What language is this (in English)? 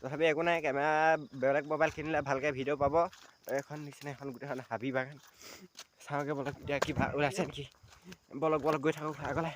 Assamese